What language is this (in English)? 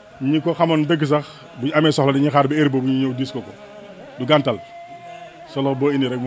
Wolof